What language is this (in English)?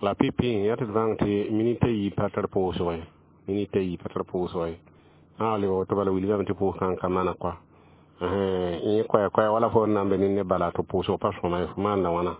Mossi